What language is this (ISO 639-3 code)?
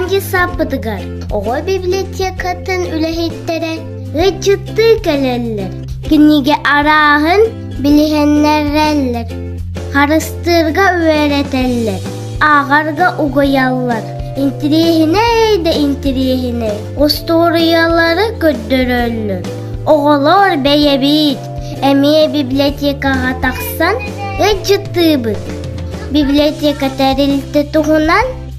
sah